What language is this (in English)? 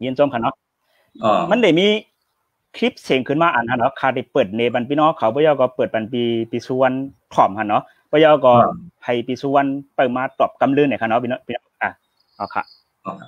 Shan